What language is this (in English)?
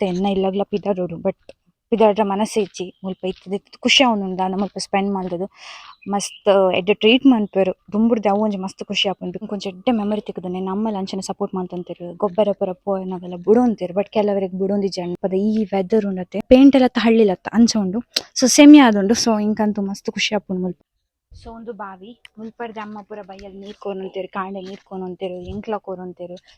Tulu